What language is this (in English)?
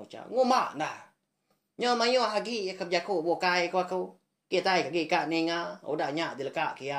Iban